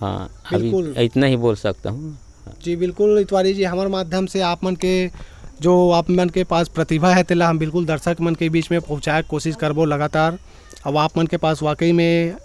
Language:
Chhattisgarhi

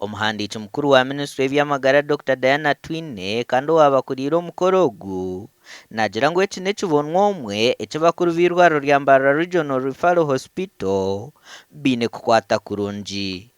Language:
Nyankole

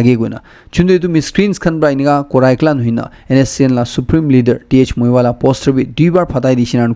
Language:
Naga Pidgin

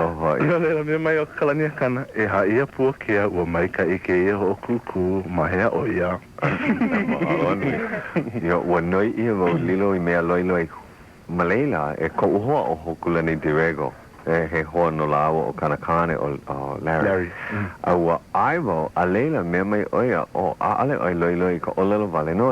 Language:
Hawaiian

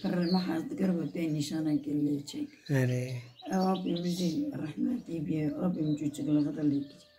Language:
Kurdish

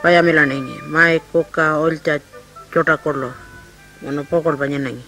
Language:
Pitjantjatjara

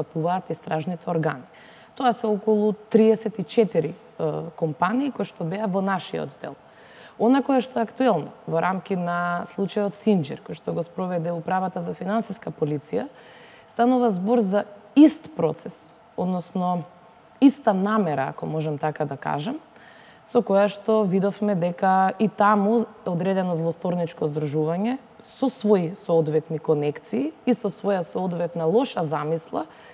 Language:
Macedonian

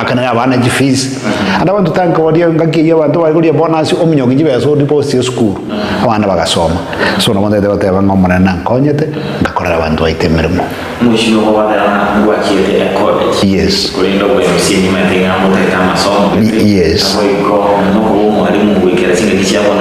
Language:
Gusii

